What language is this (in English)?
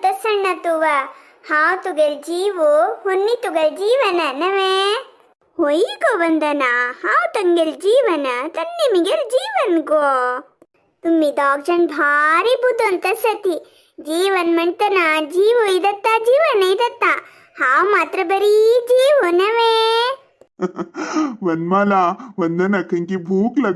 Konkani